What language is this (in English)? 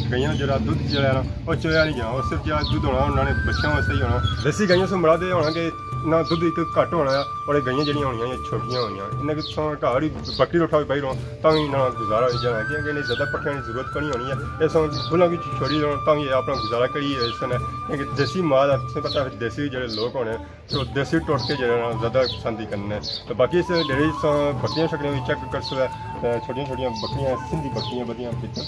Pahari-Potwari